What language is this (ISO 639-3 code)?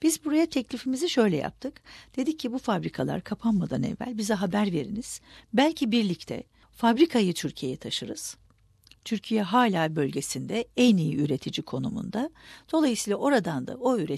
tur